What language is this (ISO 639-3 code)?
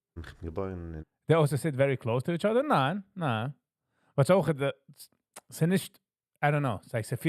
yid